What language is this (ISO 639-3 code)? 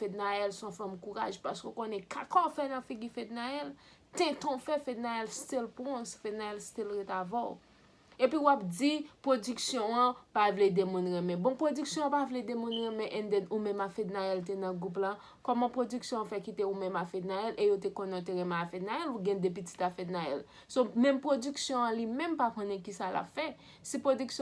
hat